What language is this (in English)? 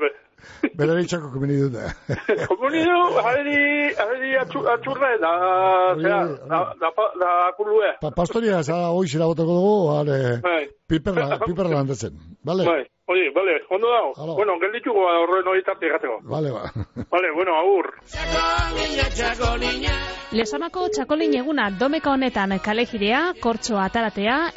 Basque